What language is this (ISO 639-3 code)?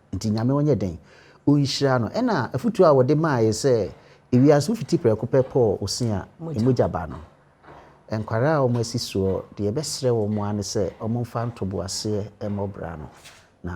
aka